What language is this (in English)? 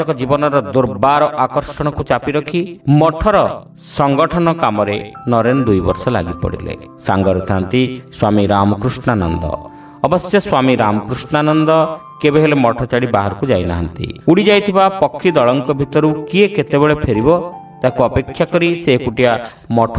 Odia